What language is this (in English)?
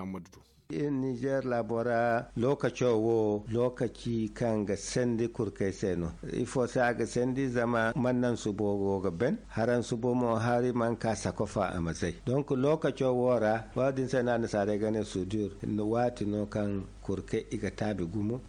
Zarma